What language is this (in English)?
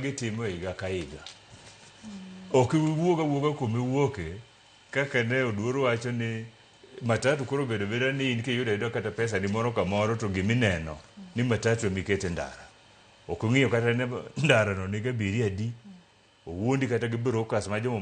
Luo (Kenya and Tanzania)